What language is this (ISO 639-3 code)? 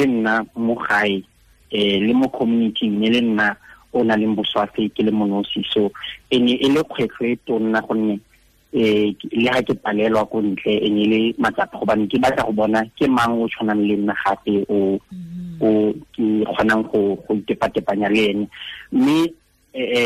tsn